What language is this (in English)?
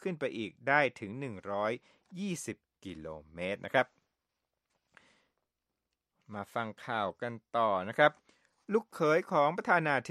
Thai